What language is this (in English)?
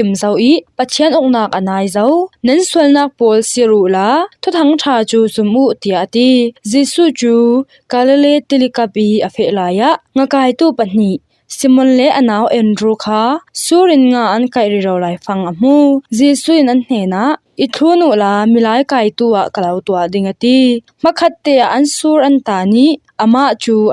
Falam Chin